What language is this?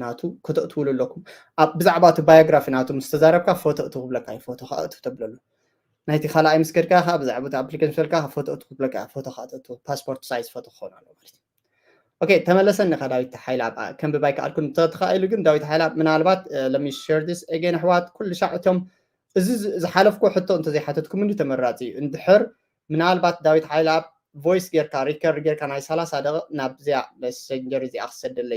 Tigrinya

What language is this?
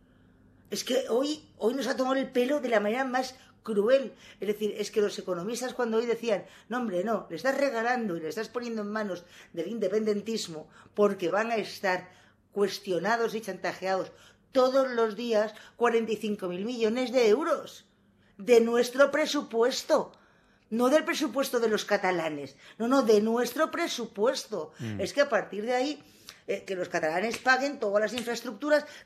Spanish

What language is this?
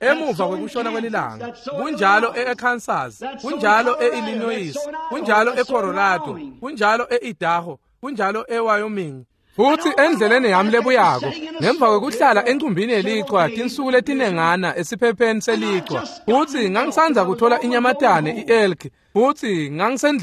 Swati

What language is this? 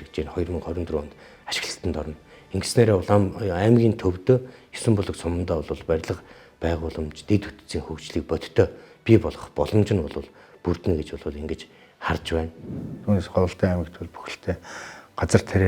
Mongolian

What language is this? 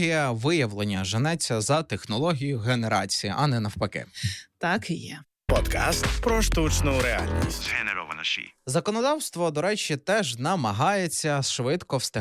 Ukrainian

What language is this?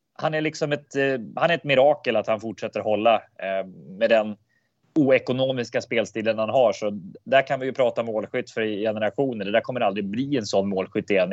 Swedish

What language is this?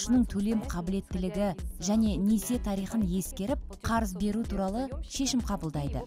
Kazakh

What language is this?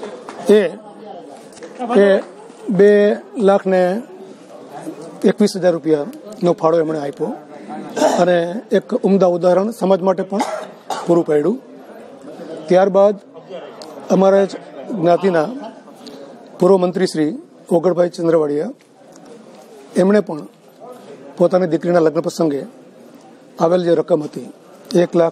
Gujarati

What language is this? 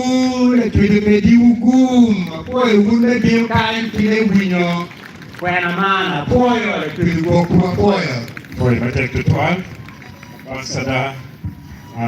Acoli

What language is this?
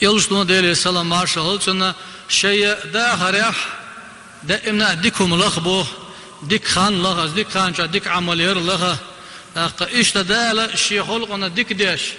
Chechen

